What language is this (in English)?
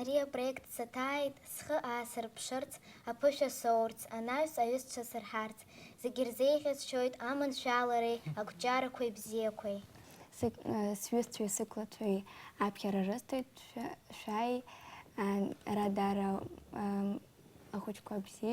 Abkhazian